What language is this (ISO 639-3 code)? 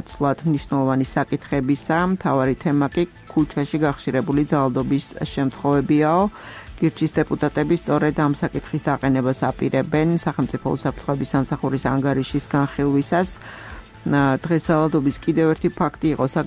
kat